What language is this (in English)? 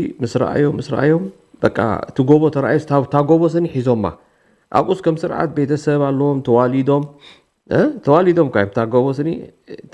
Tigrinya